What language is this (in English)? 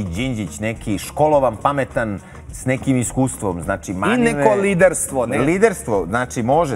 Serbian